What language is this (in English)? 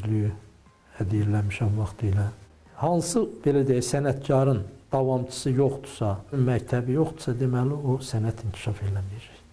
Azerbaijani